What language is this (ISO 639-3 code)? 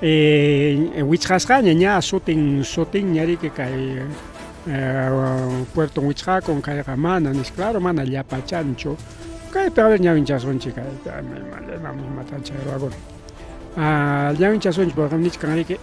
quy